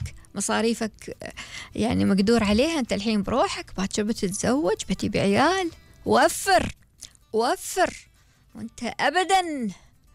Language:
Gulf Arabic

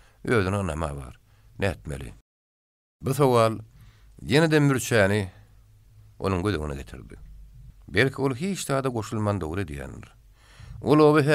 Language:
Turkmen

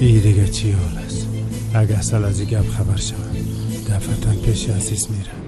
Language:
Tajik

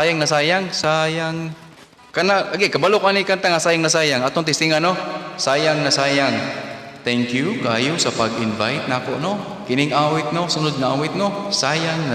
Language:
Cebuano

